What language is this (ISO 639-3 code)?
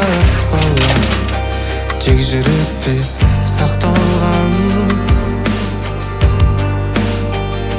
kaz